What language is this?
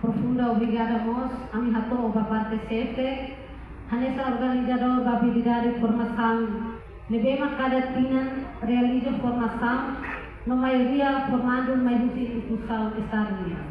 Tetum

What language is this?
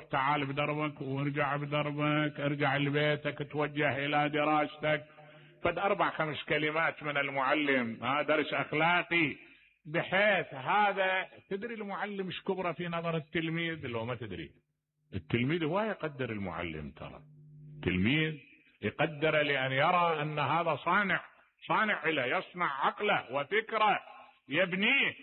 Mesopotamian Arabic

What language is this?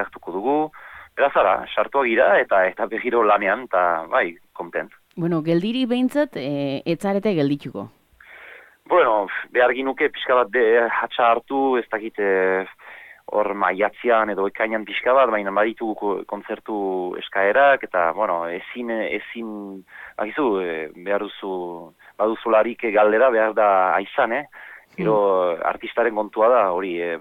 Basque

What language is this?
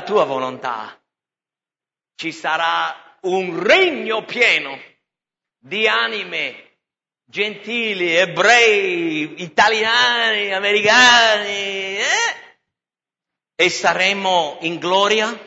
Italian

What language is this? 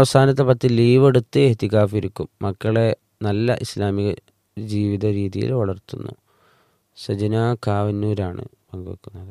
Malayalam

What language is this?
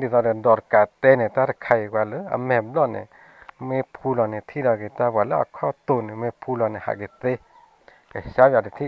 S'gaw Karen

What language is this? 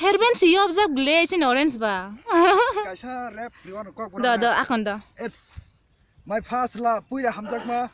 Kok Borok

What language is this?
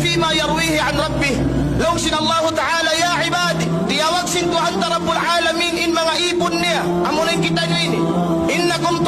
Tausug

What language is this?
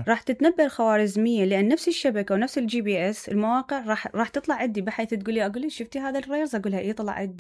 Mesopotamian Arabic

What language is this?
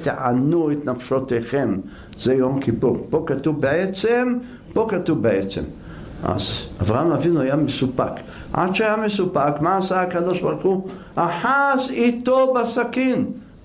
Hebrew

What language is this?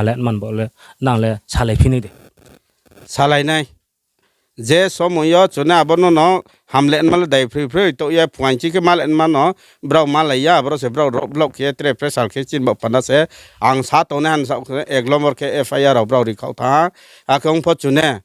Riang (India)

